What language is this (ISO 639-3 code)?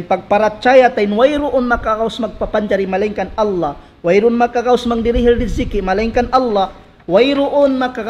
tsg